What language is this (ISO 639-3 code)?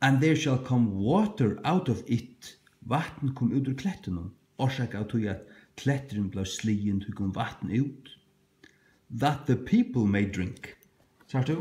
fao